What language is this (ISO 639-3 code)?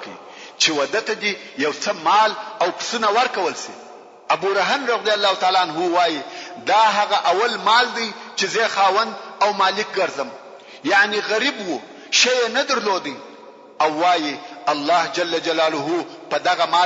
pus